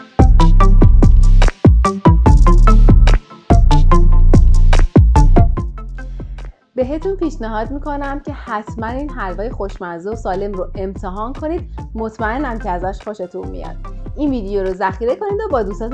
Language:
Persian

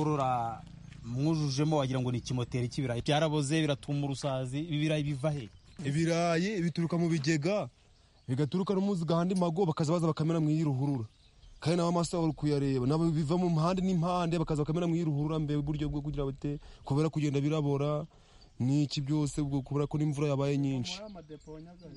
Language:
Kinyarwanda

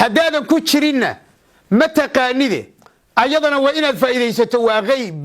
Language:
Somali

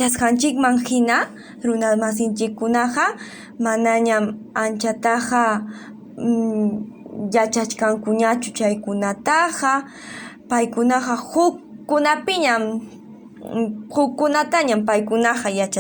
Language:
Ayacucho Quechua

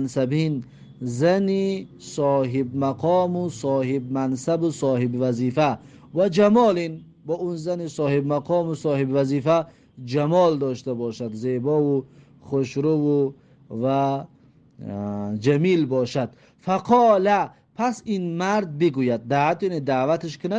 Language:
Tajik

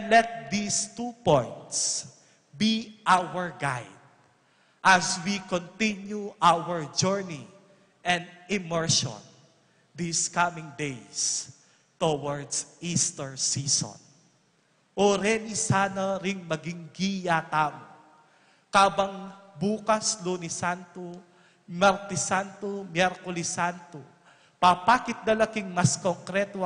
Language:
Pampanga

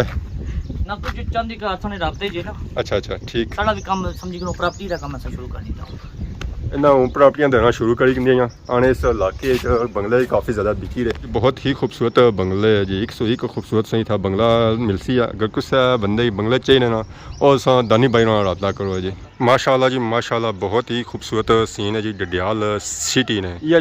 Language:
Pahari-Potwari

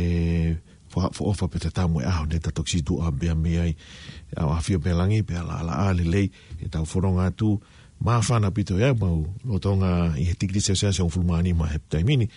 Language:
Tongan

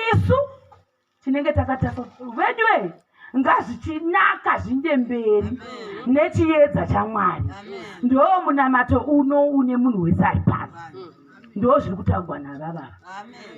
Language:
Shona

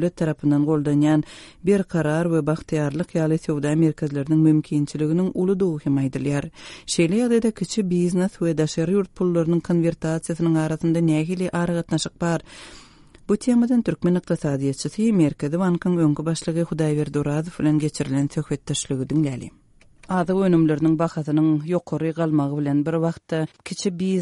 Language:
Turkmen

